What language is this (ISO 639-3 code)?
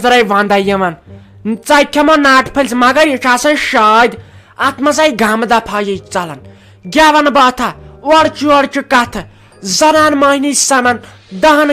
kas